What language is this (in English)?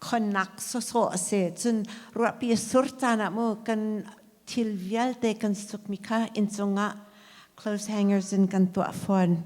Hakha Chin